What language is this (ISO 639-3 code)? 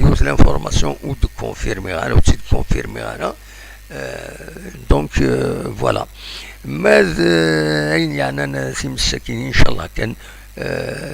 kab